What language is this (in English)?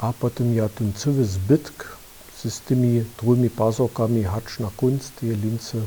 Upper Sorbian